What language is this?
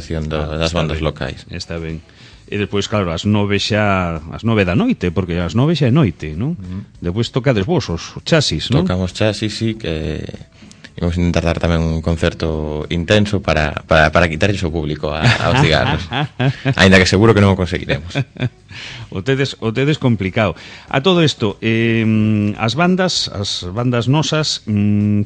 Galician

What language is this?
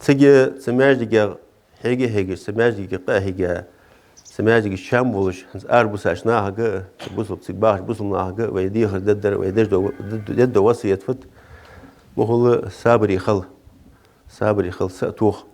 Ingush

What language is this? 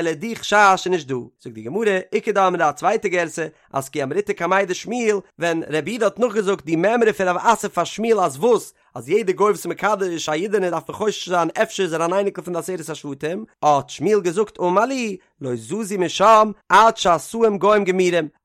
Yiddish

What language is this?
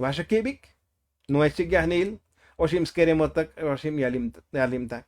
Tzotzil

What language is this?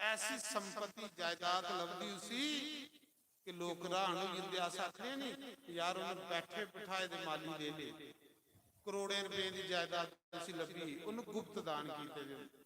Dogri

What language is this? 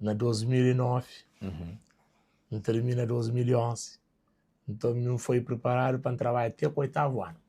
Kabuverdianu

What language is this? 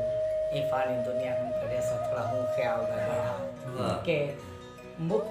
Saraiki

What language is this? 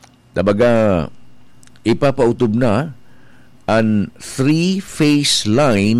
Bikol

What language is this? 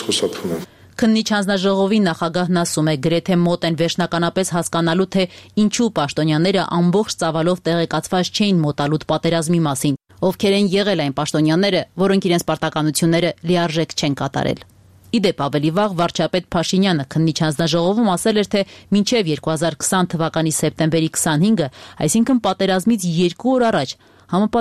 Armenian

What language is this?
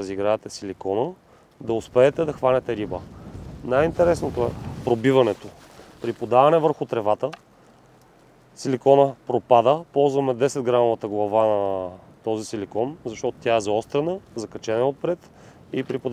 Bulgarian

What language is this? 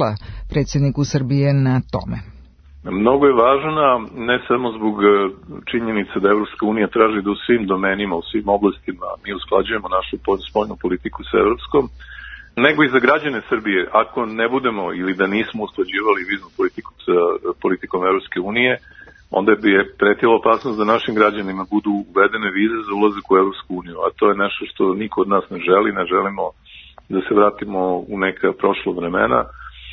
Serbian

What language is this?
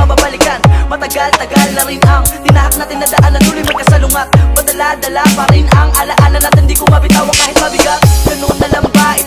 Filipino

